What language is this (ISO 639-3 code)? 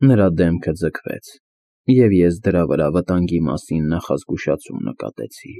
hye